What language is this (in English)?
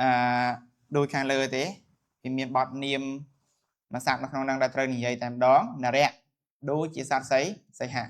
Khmer